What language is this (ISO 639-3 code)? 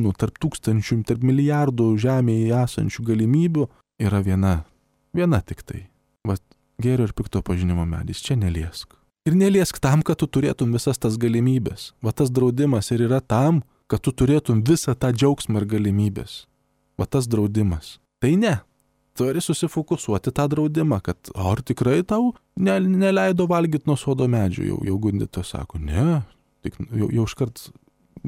lit